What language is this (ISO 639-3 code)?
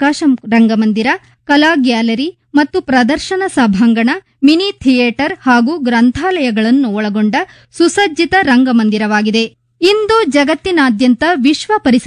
kan